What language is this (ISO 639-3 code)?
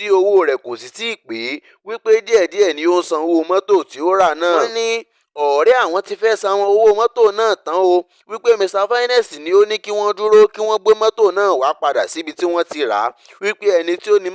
yor